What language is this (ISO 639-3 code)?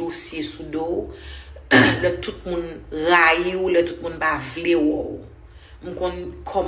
hat